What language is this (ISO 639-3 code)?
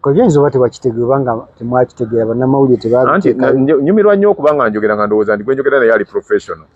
lug